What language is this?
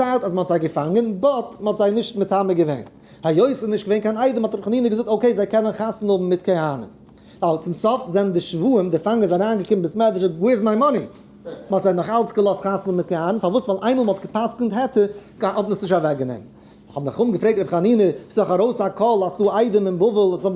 Yiddish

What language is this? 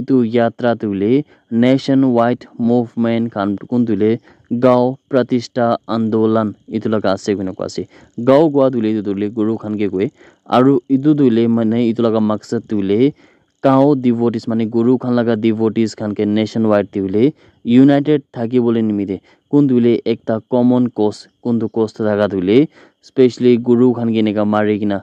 Naga Pidgin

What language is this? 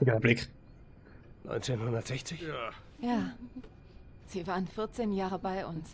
Swiss German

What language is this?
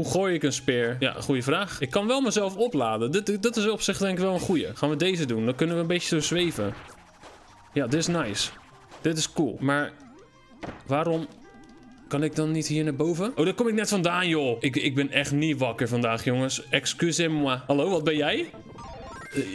Dutch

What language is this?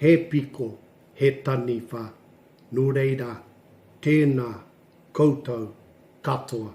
Māori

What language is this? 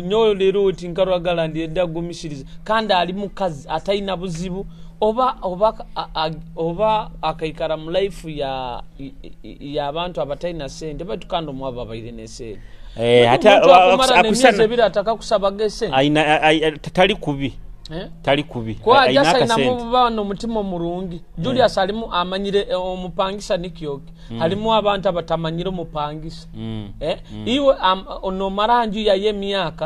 Nyoro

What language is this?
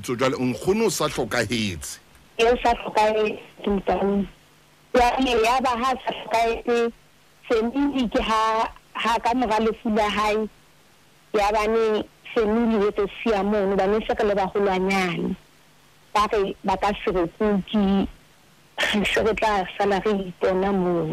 Southern Sotho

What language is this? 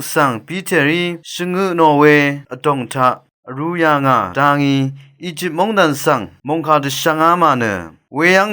Rawang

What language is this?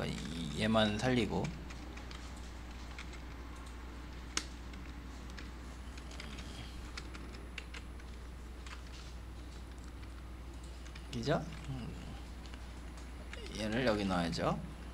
Korean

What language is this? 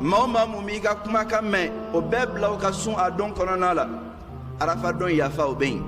Bambara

